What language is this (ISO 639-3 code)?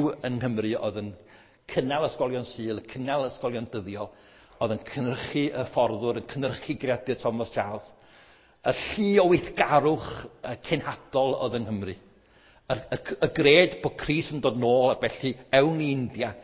cym